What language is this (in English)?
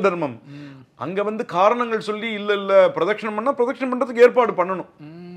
Tamil